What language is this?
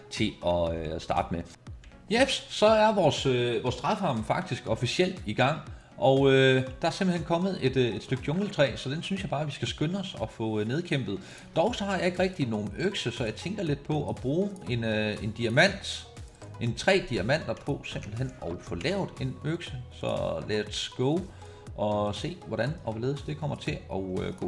Danish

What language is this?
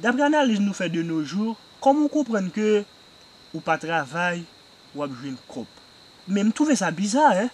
Haitian Creole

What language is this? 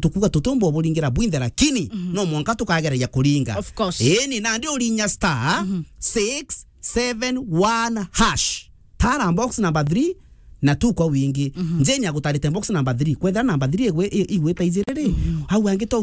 Meru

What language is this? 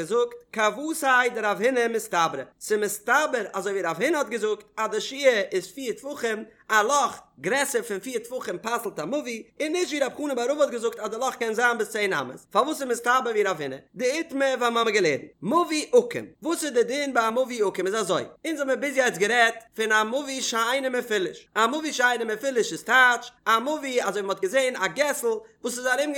Yiddish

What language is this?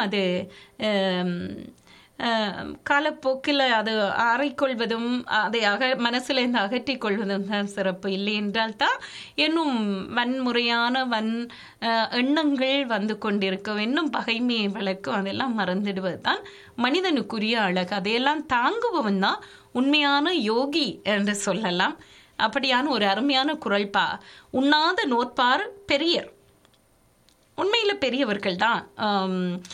Tamil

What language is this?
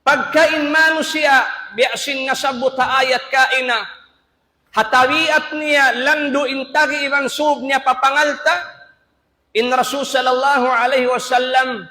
Tausug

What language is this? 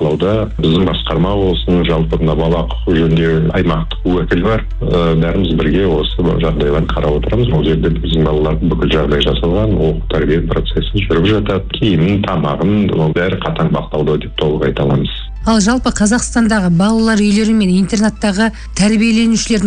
Kazakh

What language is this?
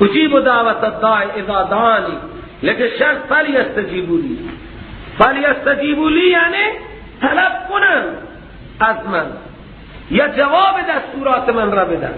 Persian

